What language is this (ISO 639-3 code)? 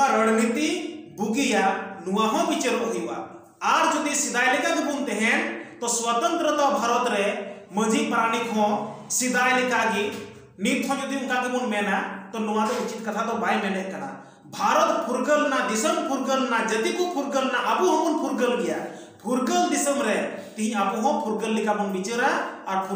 sat